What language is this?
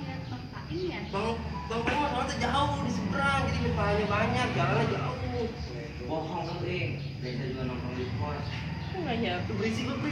Betawi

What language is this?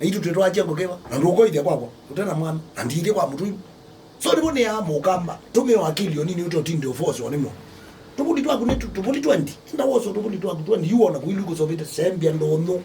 Kamba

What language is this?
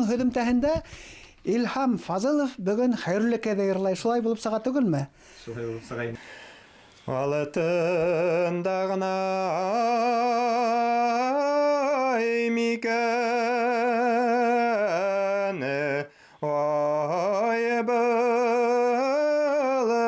Bashkir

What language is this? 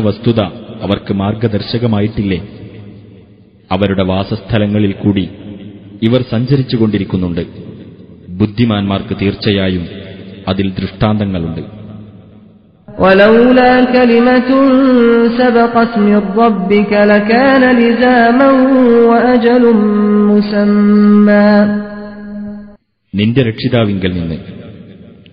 Malayalam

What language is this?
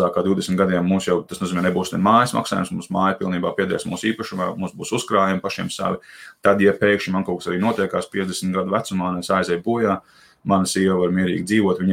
Latvian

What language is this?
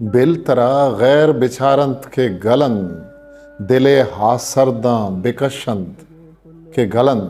Eastern Balochi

